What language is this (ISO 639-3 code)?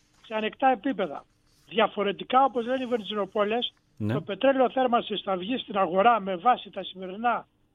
ell